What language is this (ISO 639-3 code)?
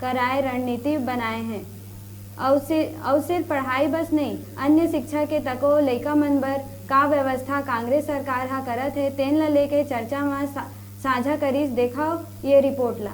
hne